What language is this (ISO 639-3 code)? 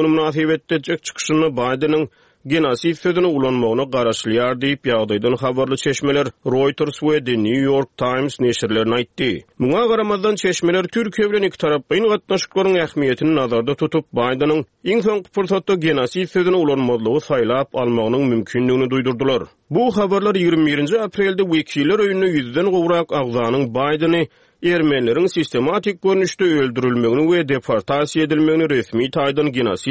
tuk